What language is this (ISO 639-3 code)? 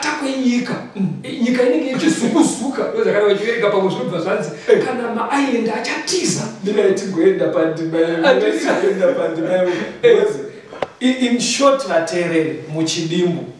sna